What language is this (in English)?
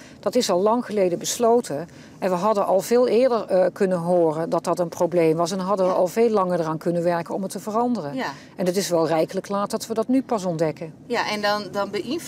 Western Frisian